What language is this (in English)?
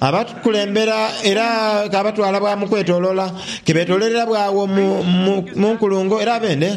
Soga